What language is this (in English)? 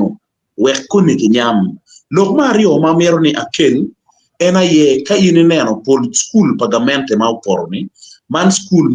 Acoli